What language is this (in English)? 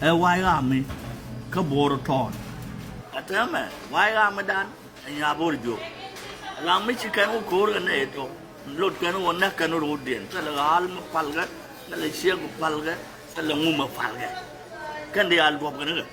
Nuer